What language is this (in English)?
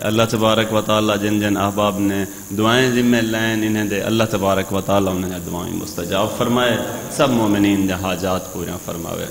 Saraiki